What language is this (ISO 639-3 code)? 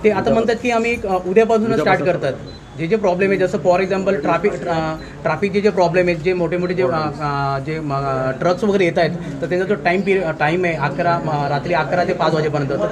mar